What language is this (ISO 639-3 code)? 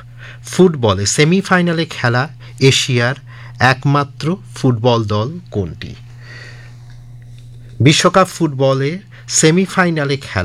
ben